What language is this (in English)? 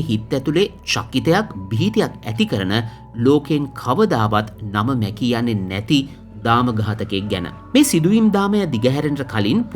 Sinhala